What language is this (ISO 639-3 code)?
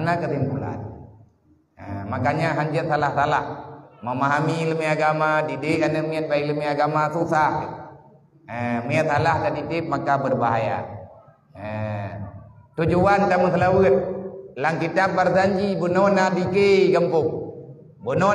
ace